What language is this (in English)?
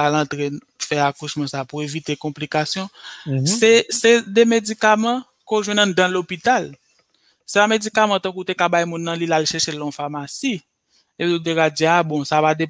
Haitian Creole